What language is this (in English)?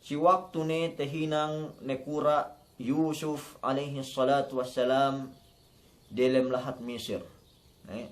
Yakan